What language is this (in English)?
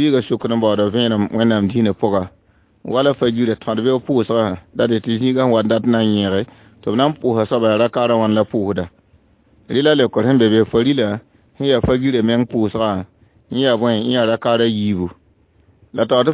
Mossi